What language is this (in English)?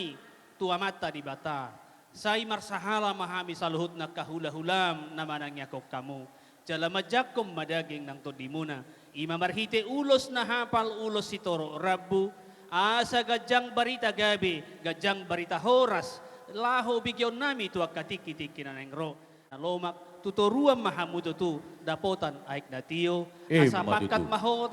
Batak Toba